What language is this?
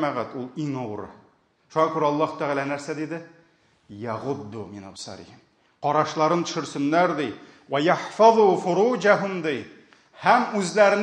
Tatar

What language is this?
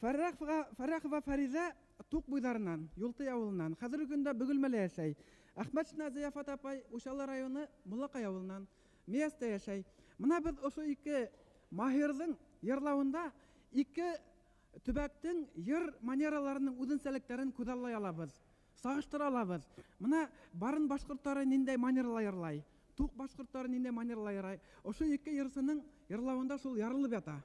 Bashkir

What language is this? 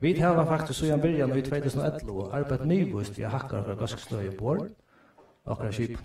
Faroese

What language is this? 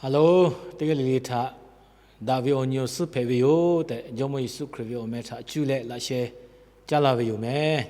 Lahu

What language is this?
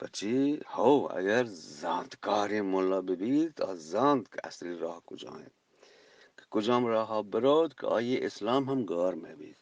Eastern Balochi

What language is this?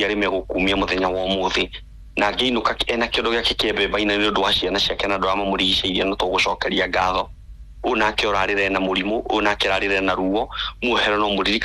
Kikuyu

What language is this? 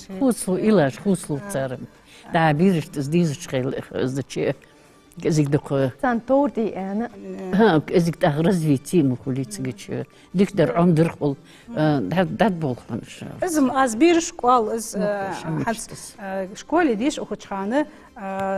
Ingush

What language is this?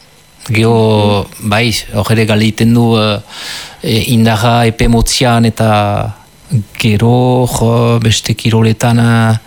Basque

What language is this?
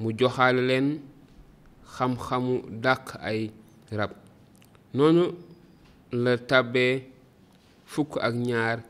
Wolof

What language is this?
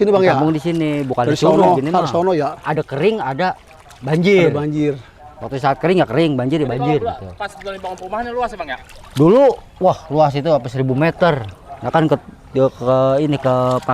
Betawi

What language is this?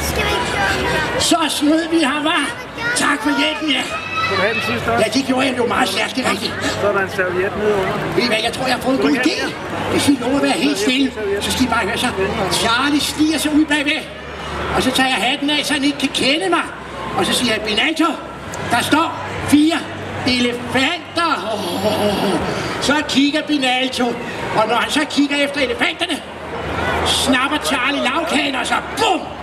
Danish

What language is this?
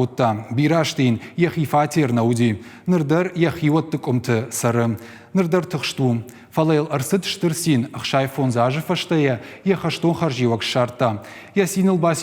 Ossetic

